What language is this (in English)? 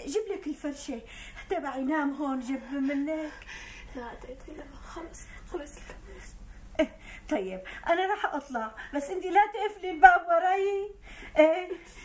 North Levantine Arabic